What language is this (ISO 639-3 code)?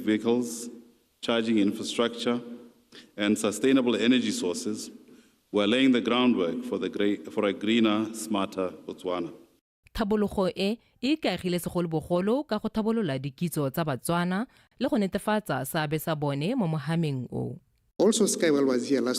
tsn